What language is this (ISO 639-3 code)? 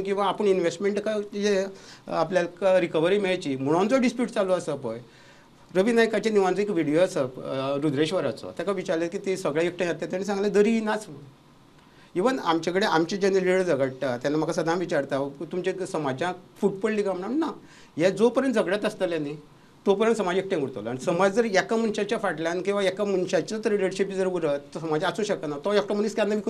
kok